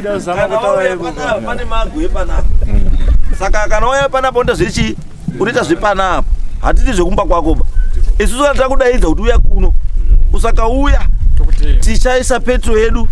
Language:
Shona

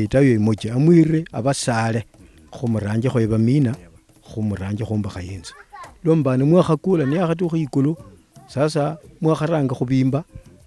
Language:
Luyia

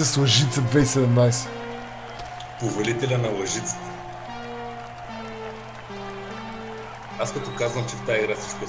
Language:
Bulgarian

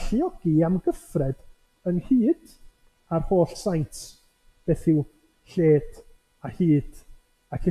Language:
Welsh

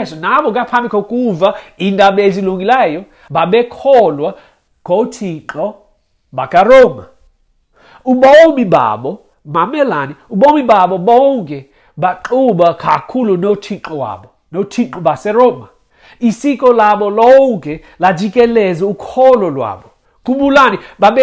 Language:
Xhosa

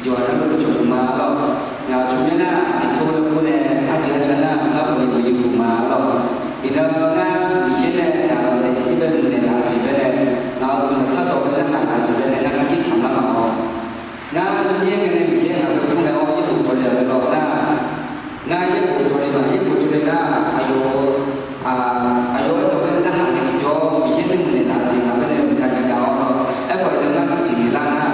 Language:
Akha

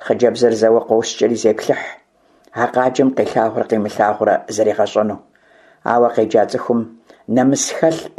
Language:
Kabardian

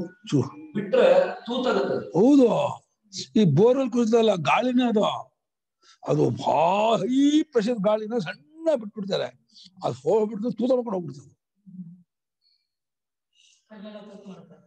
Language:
Kannada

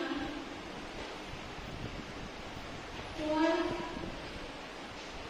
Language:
Gujarati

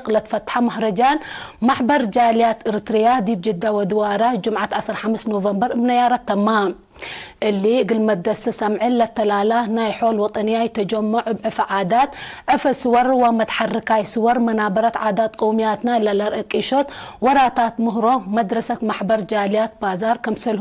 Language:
Tigre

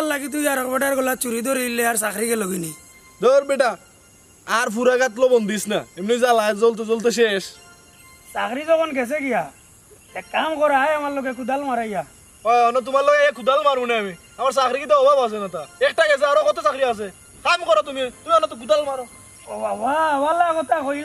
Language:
Sylheti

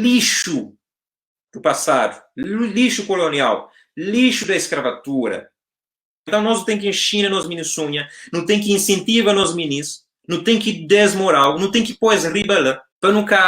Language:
Kabuverdianu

